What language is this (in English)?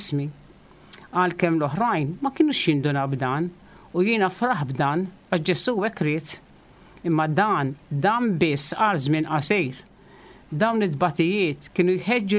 Maltese